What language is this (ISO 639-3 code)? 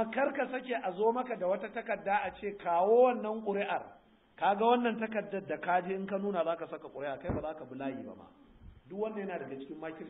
hau